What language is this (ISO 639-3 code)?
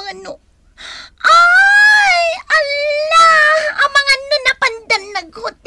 ilo